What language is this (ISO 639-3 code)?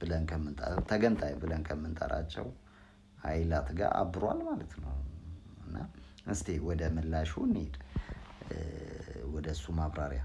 amh